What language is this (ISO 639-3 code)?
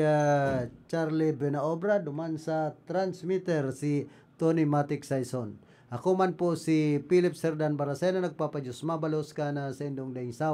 bik